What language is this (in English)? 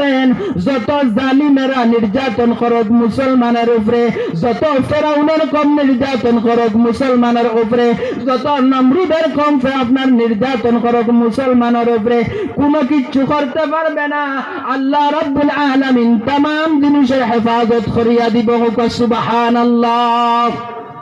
Sylheti